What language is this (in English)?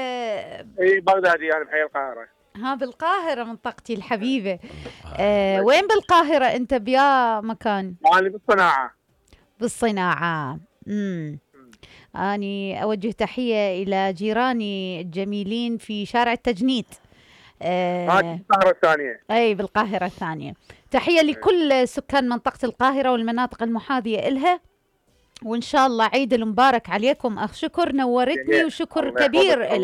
Mesopotamian Arabic